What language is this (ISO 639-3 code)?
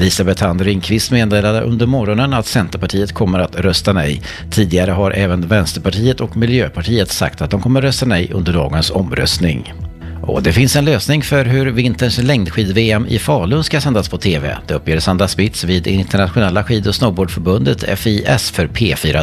swe